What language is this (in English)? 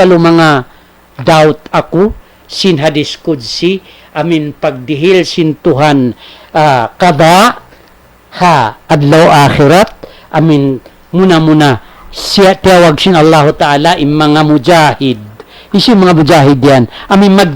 Tausug